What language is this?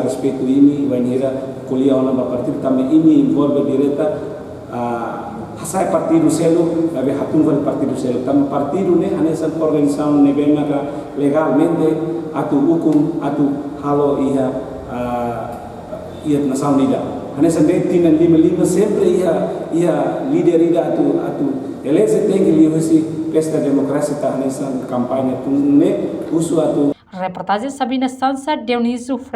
Tetum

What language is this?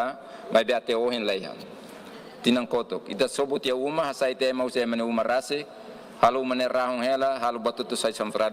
Tetum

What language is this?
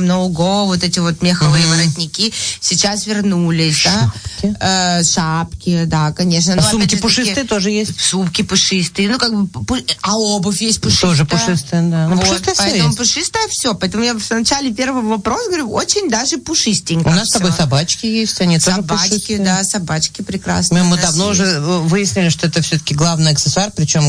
Russian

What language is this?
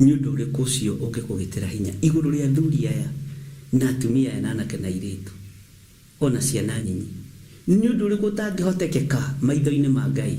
Kikuyu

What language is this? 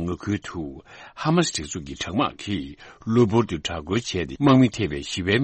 Tibetan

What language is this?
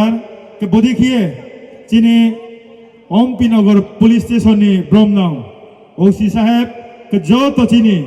Riang (India)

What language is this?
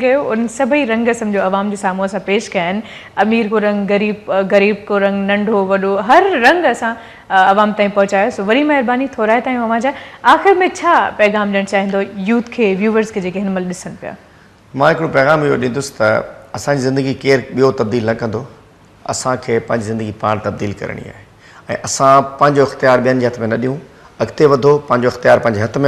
Sindhi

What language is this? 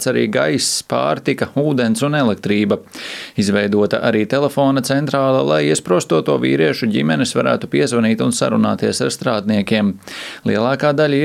Latvian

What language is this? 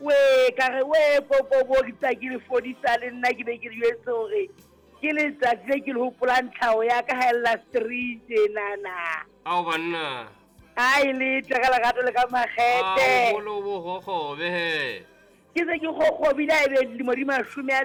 Southern Sotho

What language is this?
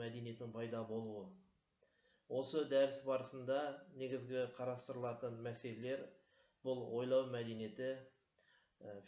Kazakh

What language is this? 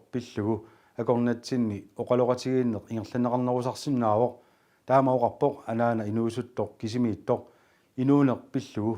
Kalaallisut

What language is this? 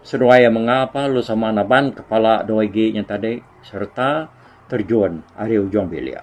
Iban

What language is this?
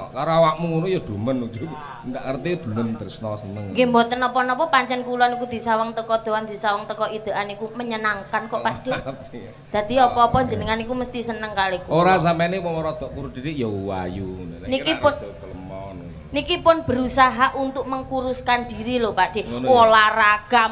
Javanese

